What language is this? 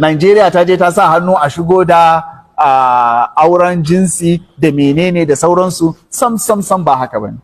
Hausa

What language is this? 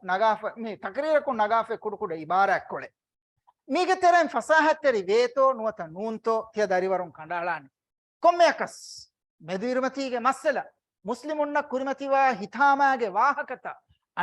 Divehi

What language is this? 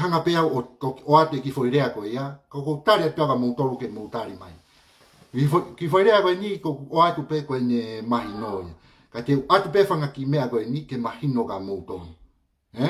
Tongan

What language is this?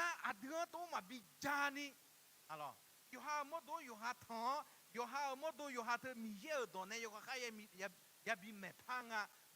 Akha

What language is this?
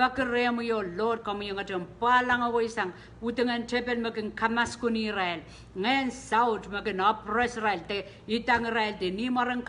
Pohnpeian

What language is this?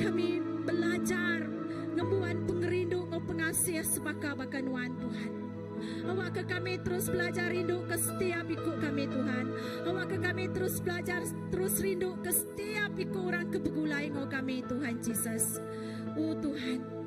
Iban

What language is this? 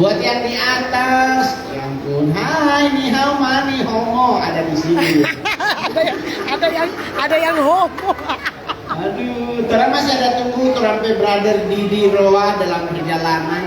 Manado Malay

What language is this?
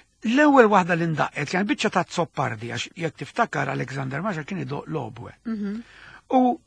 Maltese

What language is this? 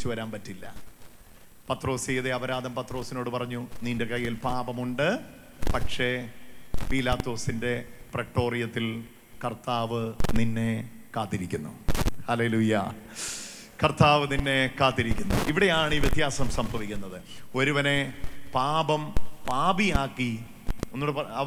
Malayalam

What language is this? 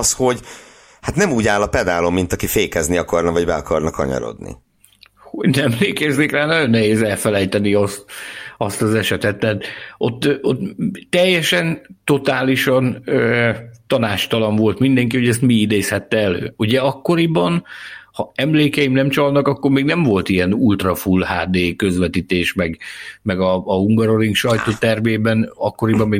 Hungarian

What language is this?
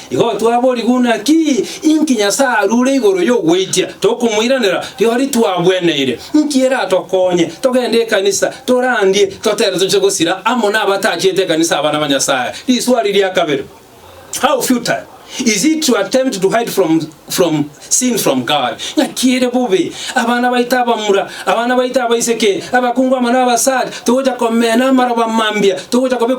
Gusii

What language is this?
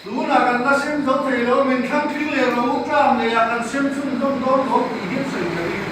Mizo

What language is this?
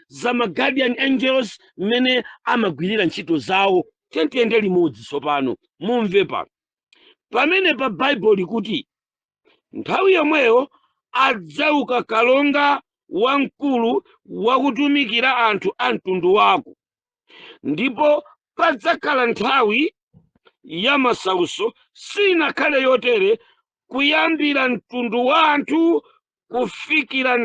Nyanja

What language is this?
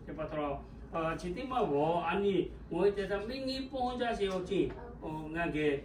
Lahu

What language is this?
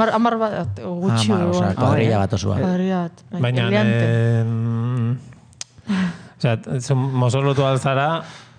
Basque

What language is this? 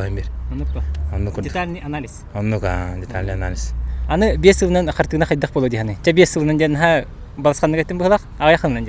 Yakut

